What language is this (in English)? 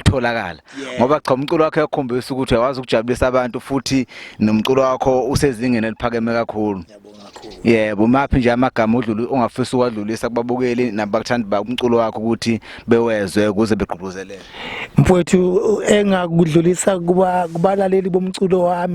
Zulu